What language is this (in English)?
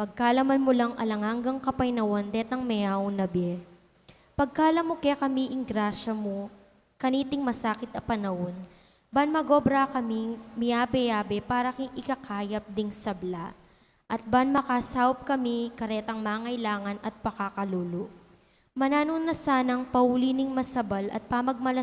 Pampanga